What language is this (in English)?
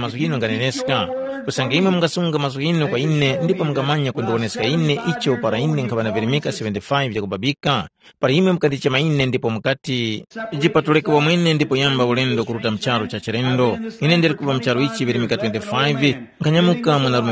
Tumbuka